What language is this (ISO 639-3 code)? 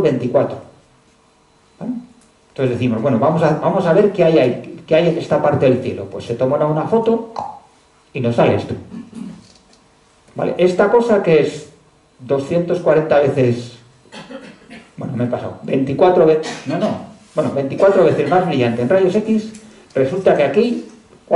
spa